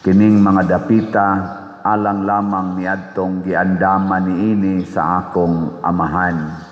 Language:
Cebuano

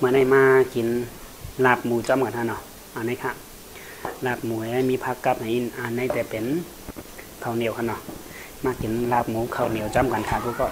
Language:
Shan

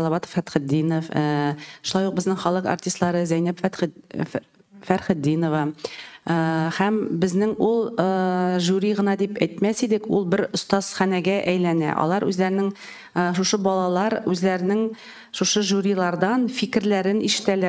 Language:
Tatar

